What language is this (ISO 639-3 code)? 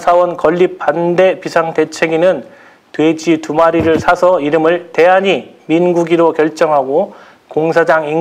kor